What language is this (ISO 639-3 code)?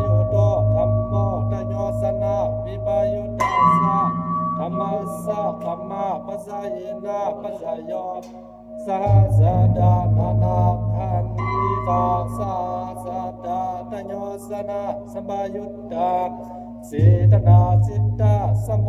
pli